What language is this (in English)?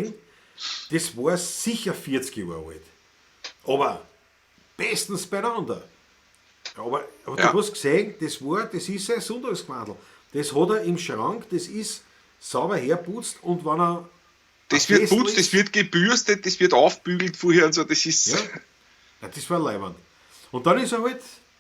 Bavarian